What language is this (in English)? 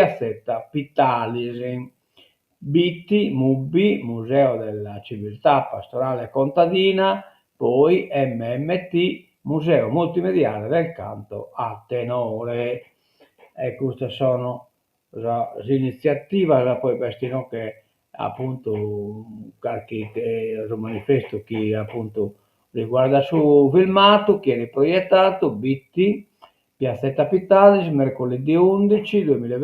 Sardinian